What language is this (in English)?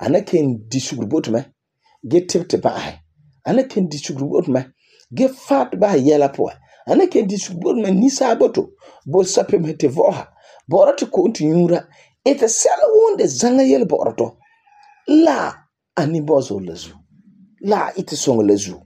Frafra